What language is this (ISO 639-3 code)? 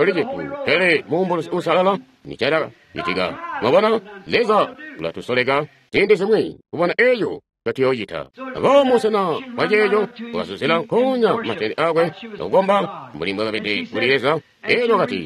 toi